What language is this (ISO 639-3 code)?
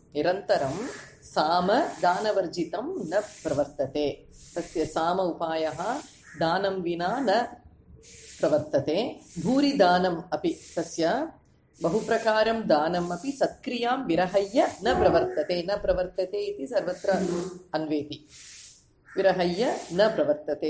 san